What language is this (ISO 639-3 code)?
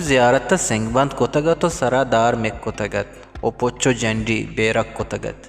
bgp